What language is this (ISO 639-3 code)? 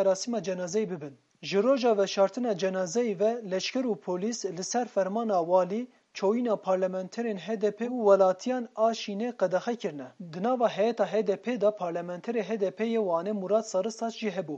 kur